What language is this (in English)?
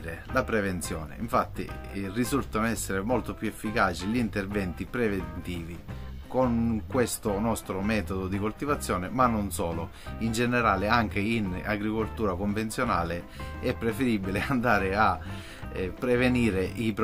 Italian